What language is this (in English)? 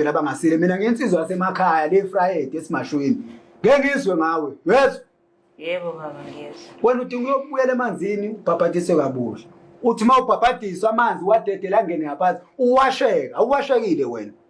Zulu